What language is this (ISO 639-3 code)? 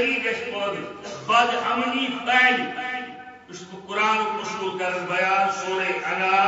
kas